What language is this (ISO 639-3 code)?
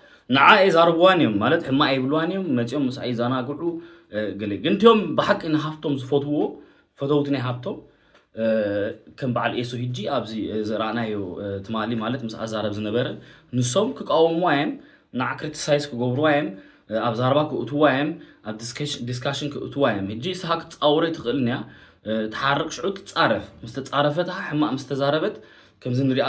tir